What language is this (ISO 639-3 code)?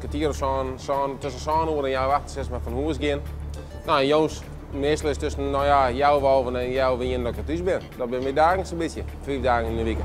fry